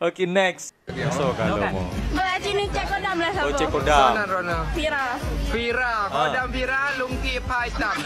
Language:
Achinese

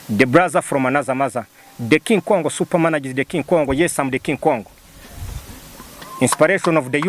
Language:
Kinyarwanda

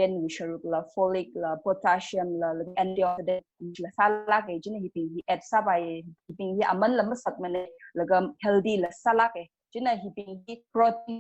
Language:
Tangkhul Naga (India)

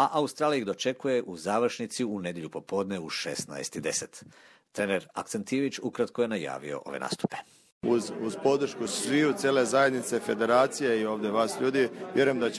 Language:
Croatian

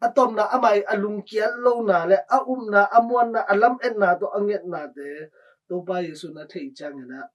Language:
Tedim Chin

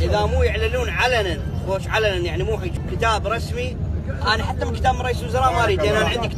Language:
Mesopotamian Arabic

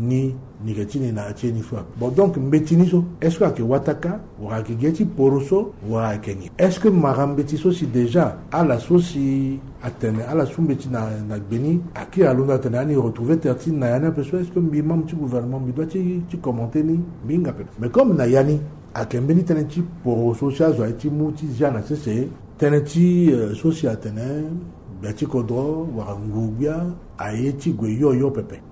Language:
Sango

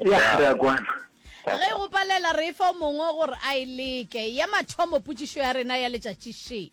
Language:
Northern Sotho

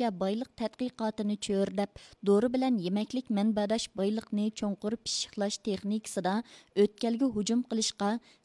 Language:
Uyghur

